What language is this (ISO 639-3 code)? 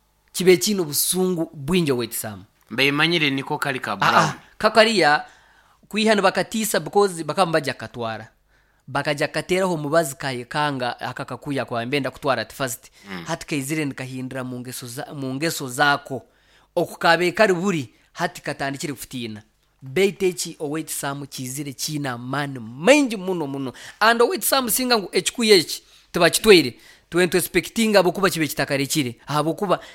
nyo